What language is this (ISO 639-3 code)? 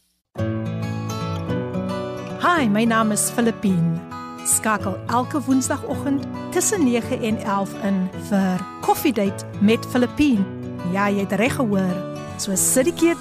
afr